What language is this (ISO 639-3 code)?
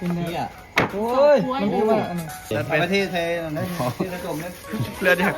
tts